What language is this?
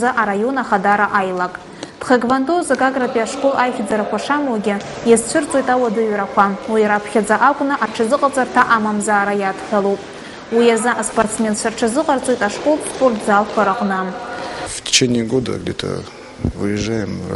Abkhazian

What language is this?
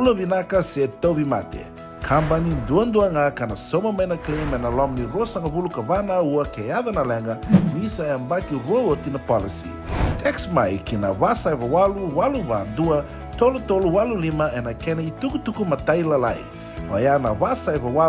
Fijian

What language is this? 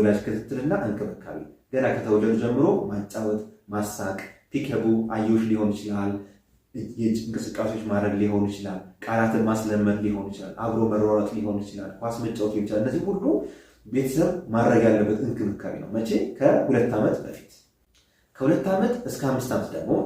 Amharic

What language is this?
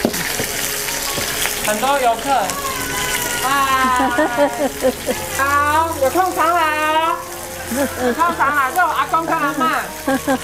Min Nan Chinese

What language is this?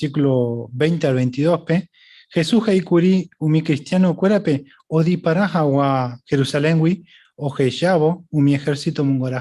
Guarani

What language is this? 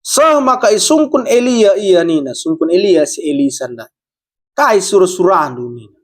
Batak Karo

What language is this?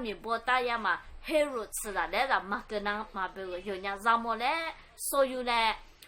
Lisu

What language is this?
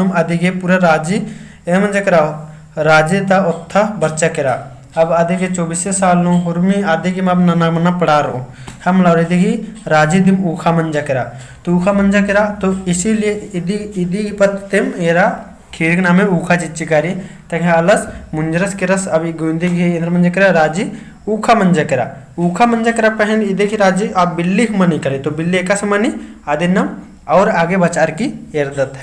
Kurukh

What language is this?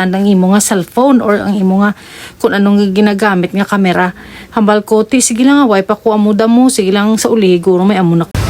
Hiligaynon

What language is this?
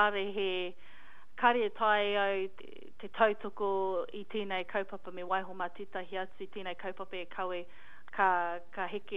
Māori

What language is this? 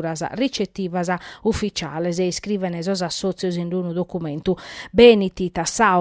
Sardinian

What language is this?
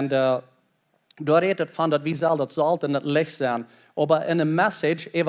Plautdietsch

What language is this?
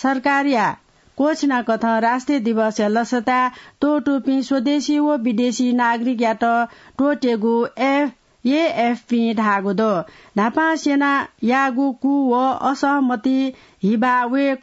Newari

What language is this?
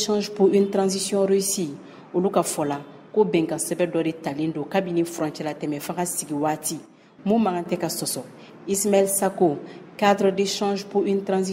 Bambara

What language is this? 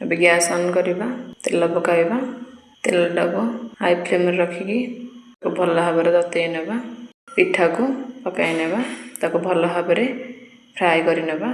Odia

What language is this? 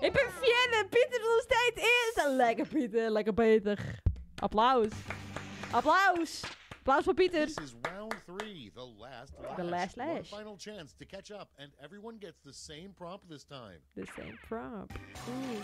Western Frisian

